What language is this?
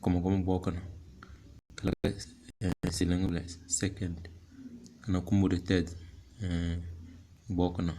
Tem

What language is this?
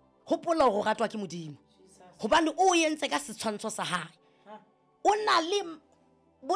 Southern Sotho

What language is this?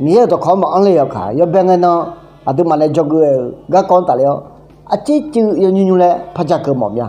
Akha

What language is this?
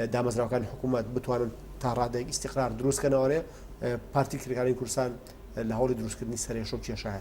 Central Kurdish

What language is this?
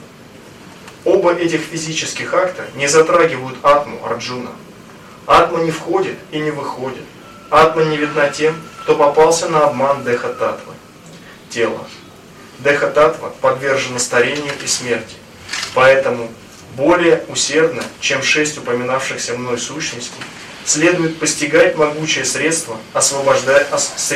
Russian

